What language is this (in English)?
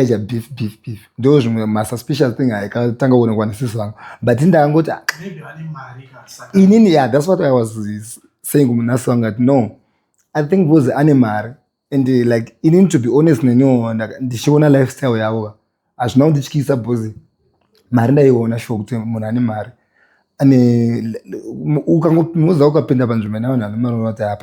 Shona